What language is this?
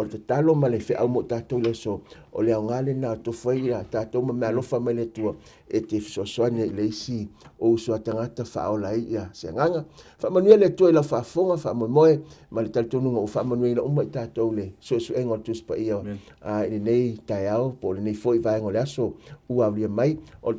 Samoan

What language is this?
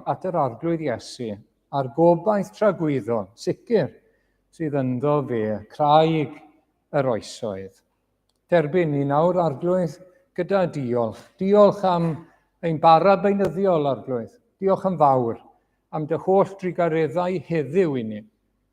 Welsh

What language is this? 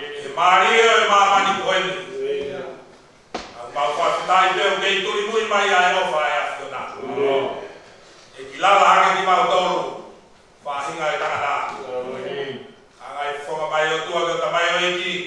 Tongan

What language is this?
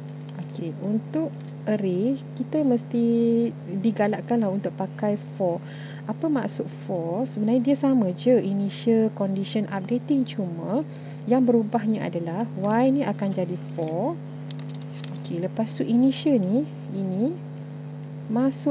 Malay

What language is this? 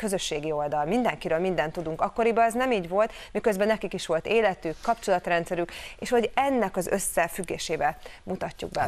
Hungarian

